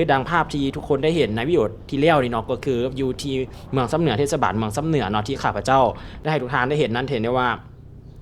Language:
Lao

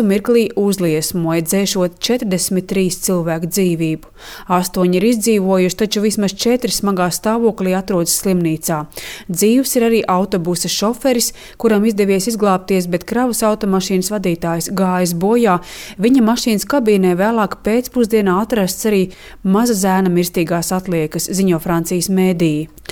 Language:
Latvian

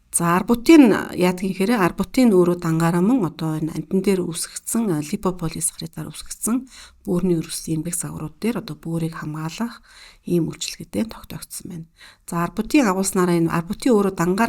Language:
Mongolian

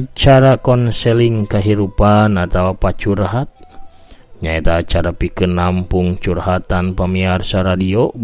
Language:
Sundanese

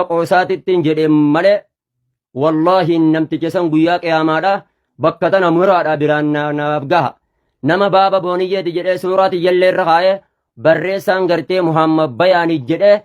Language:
Oromo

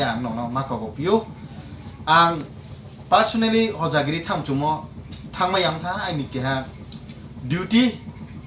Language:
Riang (India)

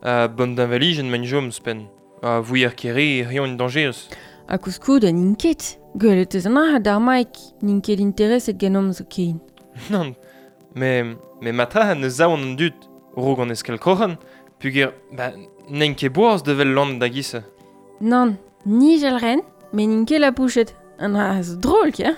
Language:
Breton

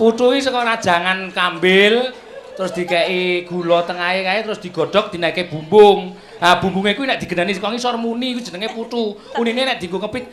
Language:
Javanese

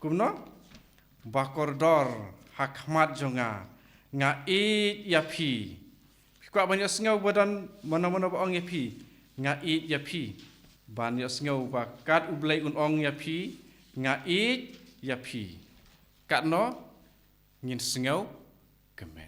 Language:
Khasi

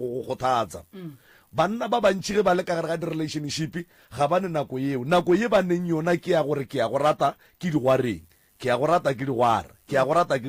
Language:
Northern Sotho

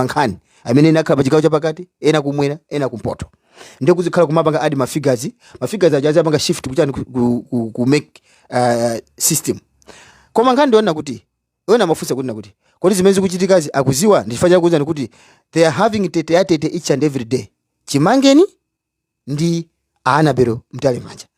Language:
Nyanja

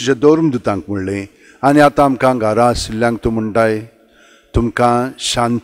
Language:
Konkani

